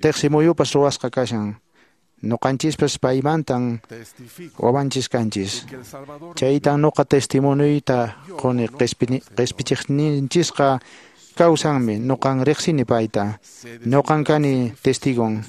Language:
Quechua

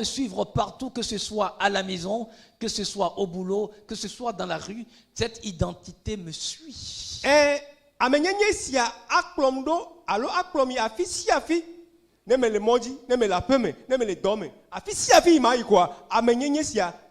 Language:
Ewe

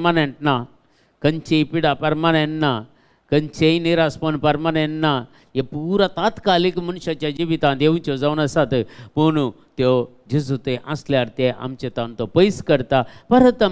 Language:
Konkani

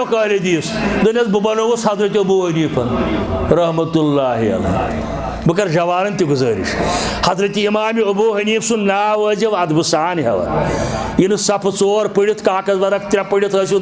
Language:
Kashmiri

